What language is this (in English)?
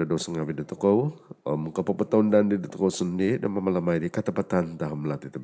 Central Dusun